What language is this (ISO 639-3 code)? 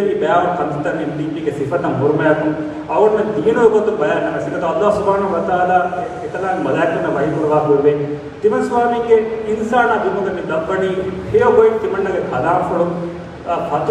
div